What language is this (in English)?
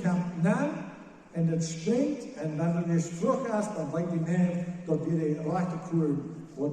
Plautdietsch